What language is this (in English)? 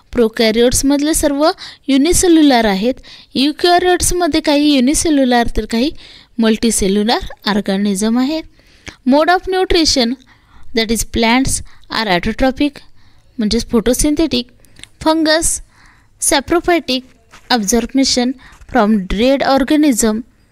Marathi